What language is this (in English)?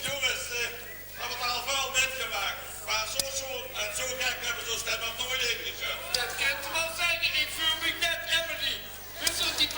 Limburgish